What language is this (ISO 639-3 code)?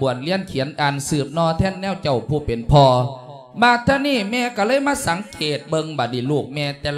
lao